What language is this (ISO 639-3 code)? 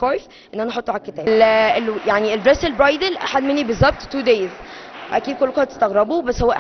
arz